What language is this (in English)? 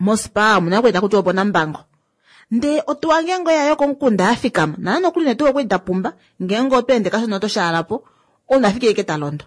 Kuanyama